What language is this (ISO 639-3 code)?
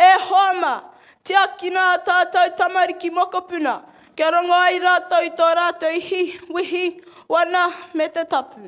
mri